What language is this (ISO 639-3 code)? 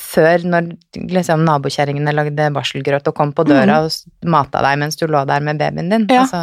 nor